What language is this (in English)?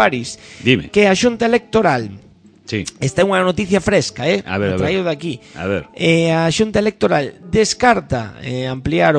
Galician